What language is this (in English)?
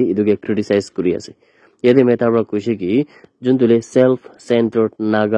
Naga Pidgin